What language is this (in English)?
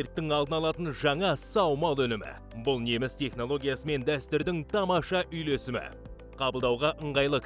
Kazakh